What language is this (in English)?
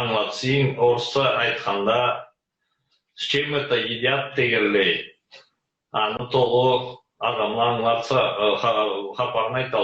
Karachay-Balkar